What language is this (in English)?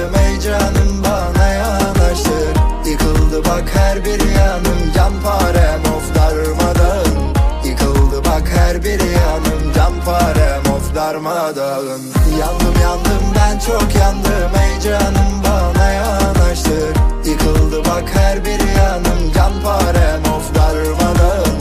Turkish